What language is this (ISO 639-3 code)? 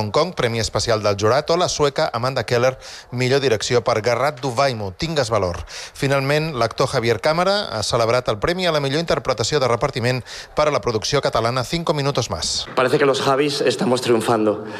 cat